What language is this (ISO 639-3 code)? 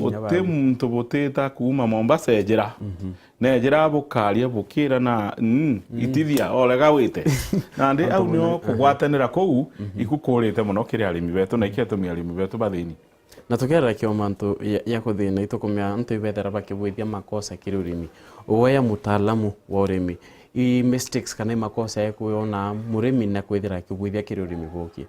mer